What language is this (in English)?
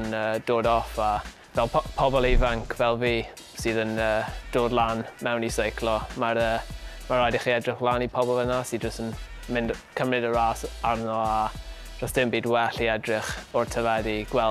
Welsh